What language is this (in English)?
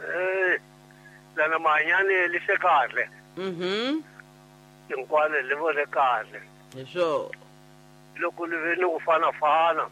Tsonga